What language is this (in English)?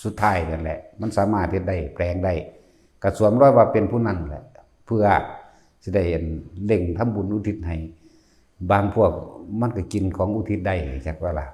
Lao